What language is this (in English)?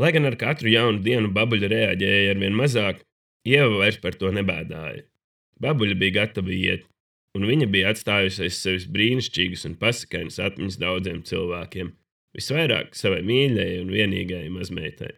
Latvian